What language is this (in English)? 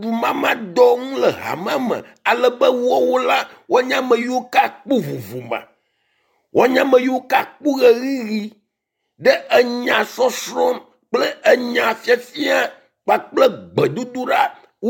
Ewe